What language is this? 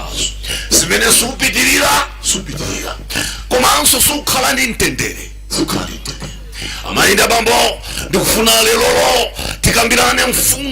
Nyanja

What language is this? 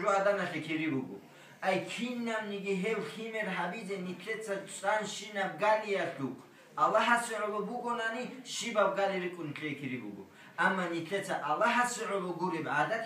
Avaric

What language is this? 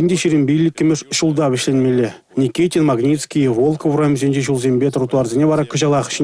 Chuvash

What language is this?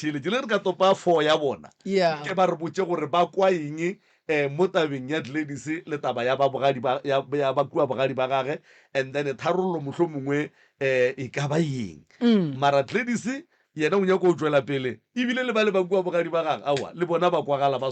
Northern Sotho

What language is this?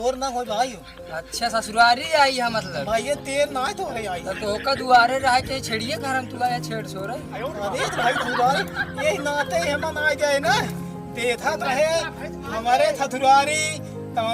Awadhi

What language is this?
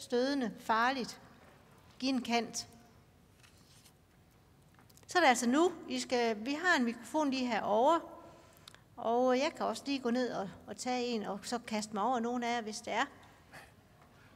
Danish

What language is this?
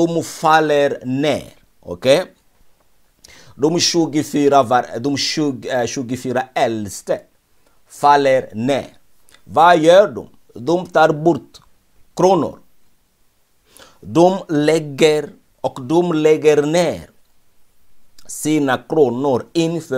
Swedish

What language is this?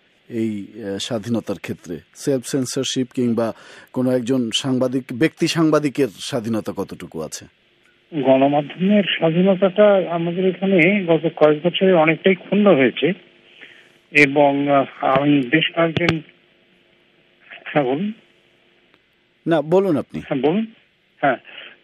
Bangla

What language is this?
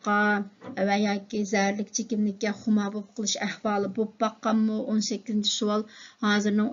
Uyghur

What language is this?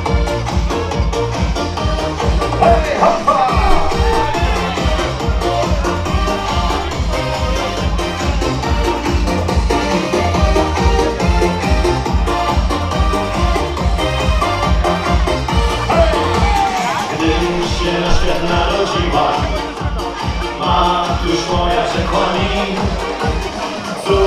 Polish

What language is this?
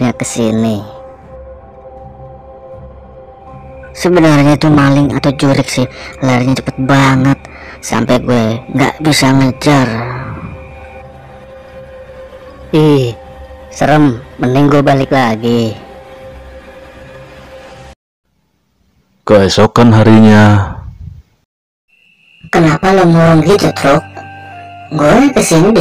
Indonesian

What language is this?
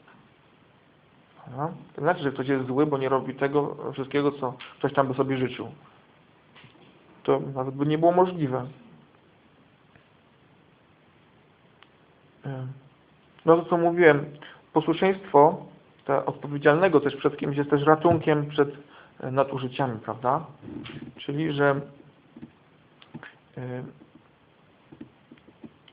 Polish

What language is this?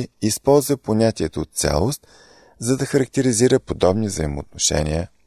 Bulgarian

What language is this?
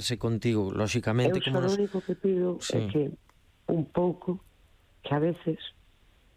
Galician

